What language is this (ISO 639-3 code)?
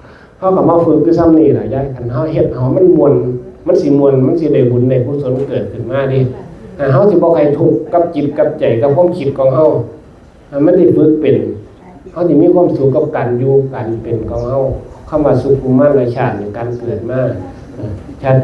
tts